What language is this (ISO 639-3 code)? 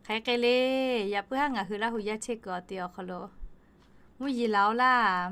lhu